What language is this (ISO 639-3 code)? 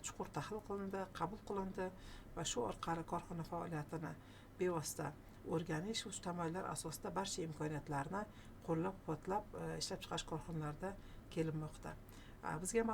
uzb